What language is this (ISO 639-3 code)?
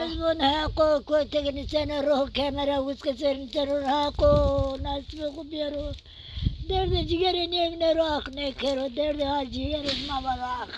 zza